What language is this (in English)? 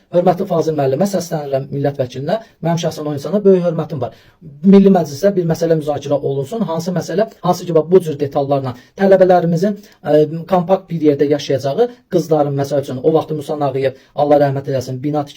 Azerbaijani